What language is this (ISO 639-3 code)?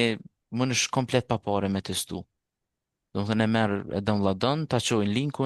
sqi